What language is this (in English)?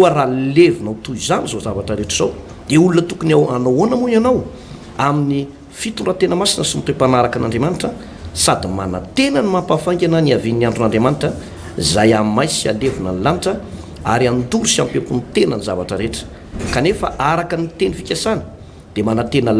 Malagasy